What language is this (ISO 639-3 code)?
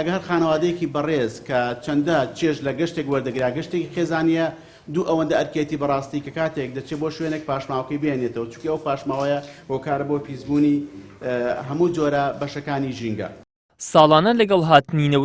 ckb